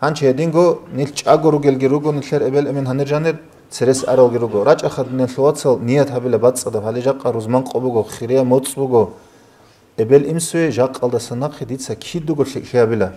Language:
Avaric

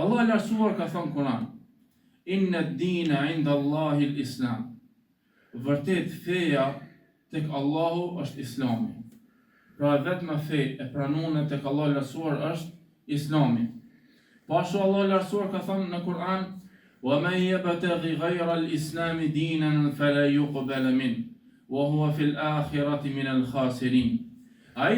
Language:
Albanian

